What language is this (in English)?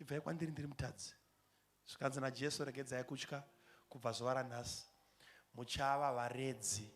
Shona